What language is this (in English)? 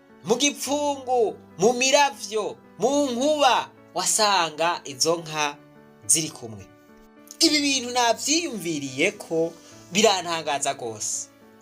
Rundi